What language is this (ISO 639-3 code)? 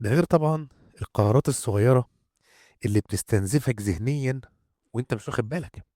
arz